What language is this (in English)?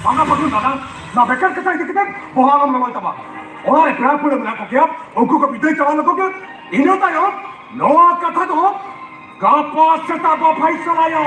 Santali